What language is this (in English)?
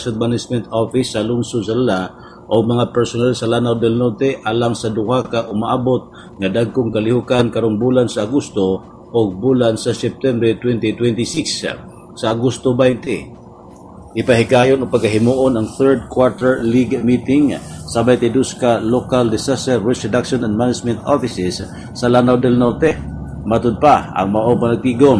Cebuano